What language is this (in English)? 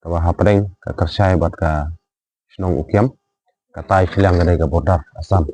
Khasi